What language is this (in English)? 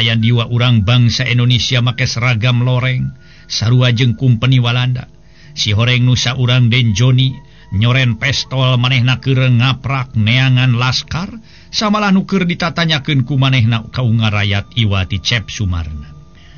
Sundanese